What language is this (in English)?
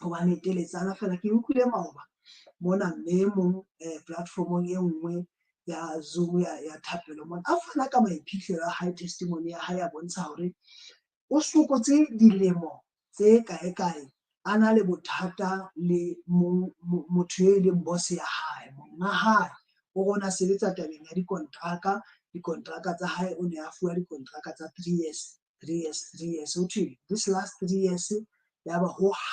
Southern Sotho